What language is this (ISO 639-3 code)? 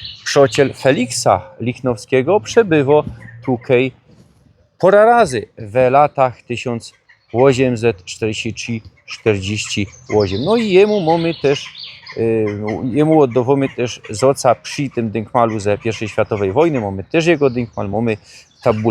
szl